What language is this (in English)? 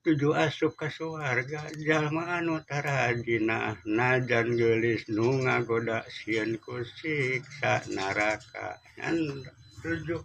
Sundanese